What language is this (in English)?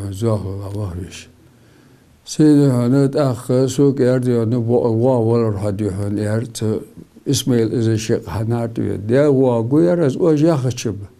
Ingush